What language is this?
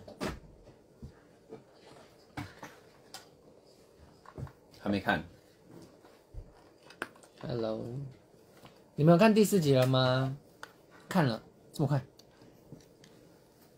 Chinese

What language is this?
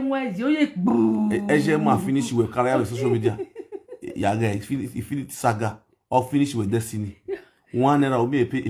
Nigerian Pidgin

